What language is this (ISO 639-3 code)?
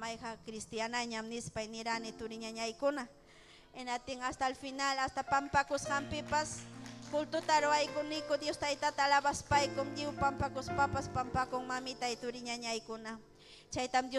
quy